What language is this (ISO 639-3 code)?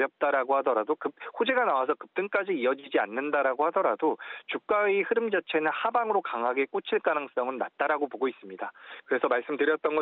kor